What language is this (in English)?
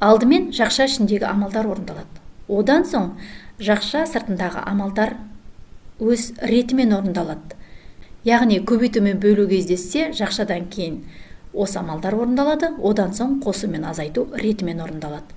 Kazakh